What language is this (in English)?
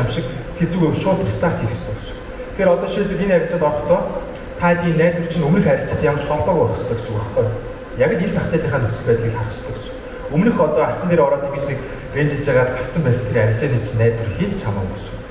Mongolian